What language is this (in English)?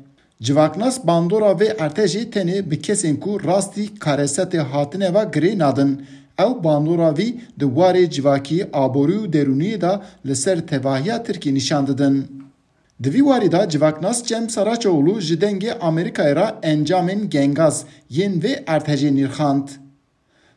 Kurdish